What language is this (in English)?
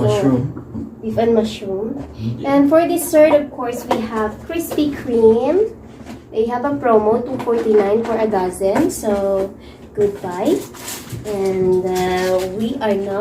Hiligaynon